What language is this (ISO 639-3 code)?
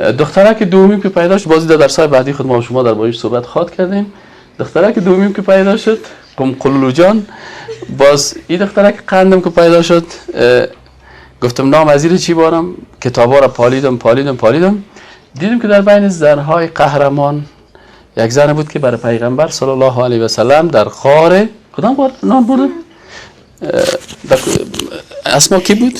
fas